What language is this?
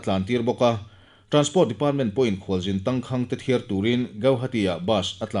Mizo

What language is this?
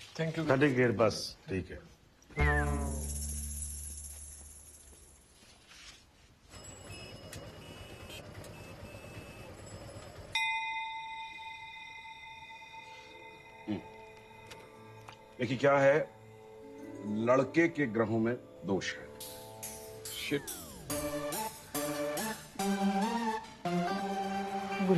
Hindi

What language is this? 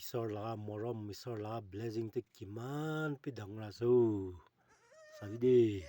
Naga Pidgin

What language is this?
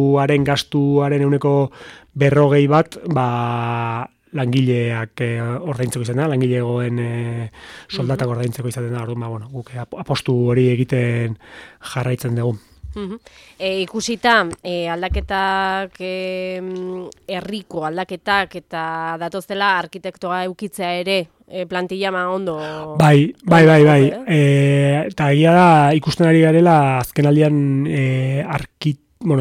Basque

